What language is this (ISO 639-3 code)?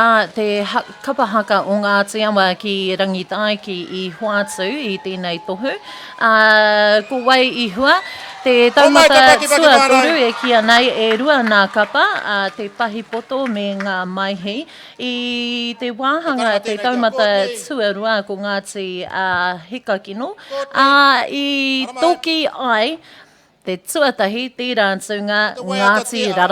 mri